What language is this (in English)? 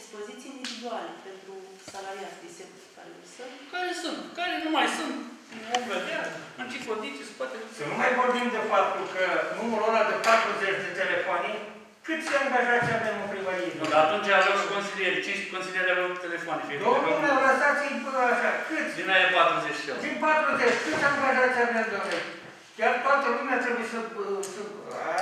Romanian